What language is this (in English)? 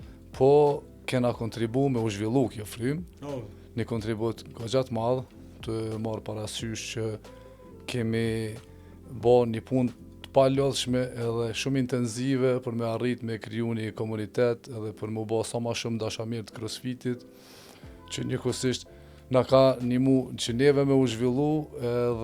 Albanian